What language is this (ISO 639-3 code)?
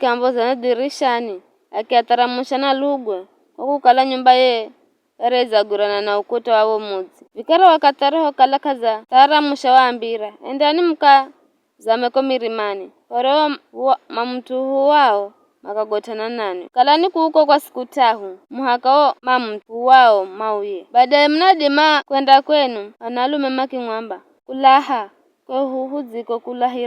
nyf